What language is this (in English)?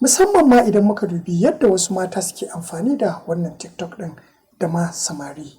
Hausa